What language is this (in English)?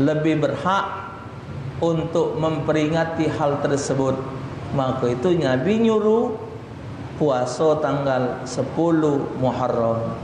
Musi